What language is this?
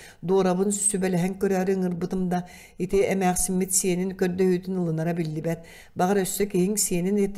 Yakut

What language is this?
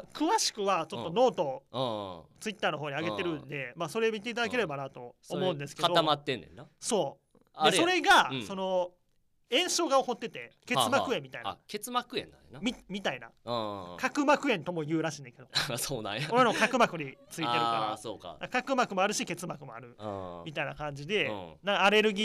Japanese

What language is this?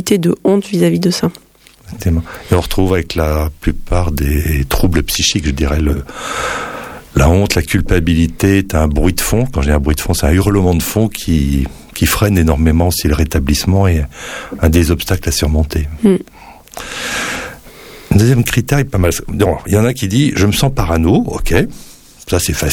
French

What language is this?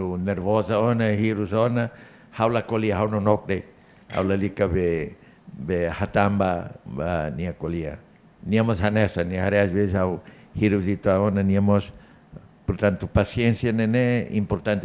Tetum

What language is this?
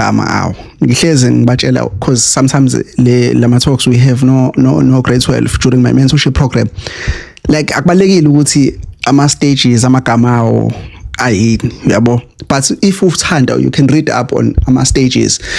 Zulu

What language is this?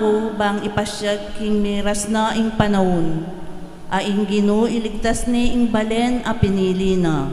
Pampanga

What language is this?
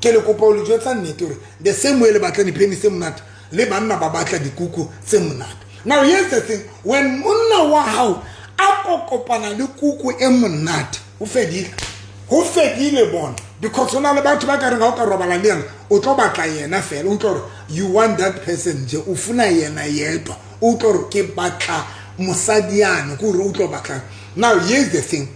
Southern Sotho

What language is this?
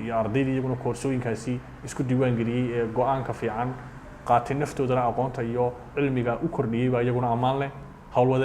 Somali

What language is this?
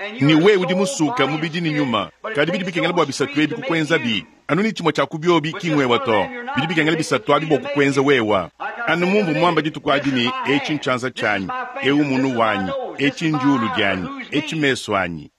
Luba-Lulua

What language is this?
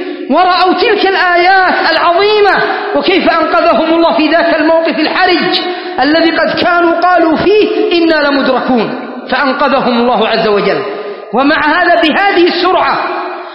Arabic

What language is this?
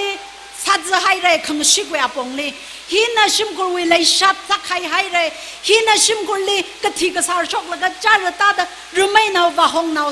Tangkhul Naga (India)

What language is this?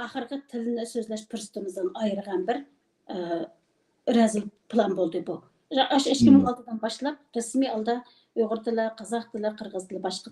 Uyghur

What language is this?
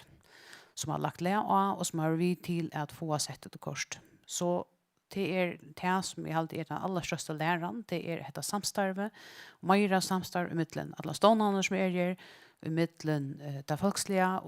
Faroese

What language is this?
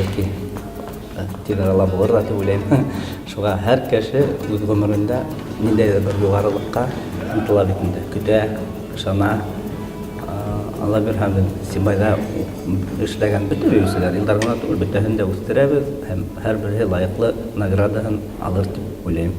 Bashkir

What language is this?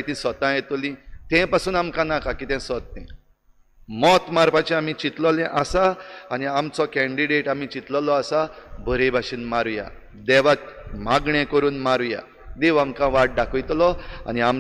Konkani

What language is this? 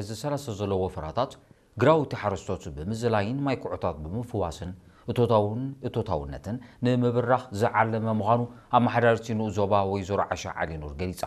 Tigrinya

